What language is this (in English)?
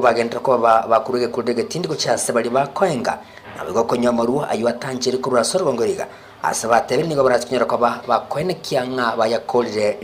Gusii